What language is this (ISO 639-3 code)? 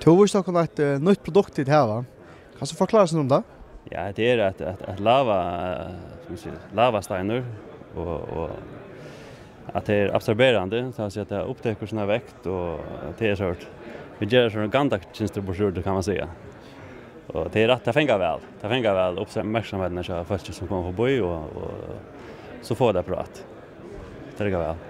fao